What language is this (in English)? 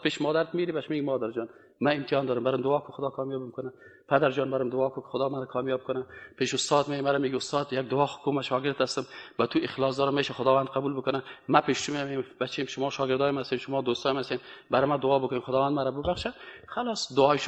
Persian